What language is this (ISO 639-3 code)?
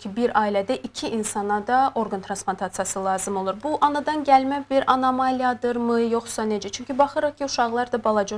aze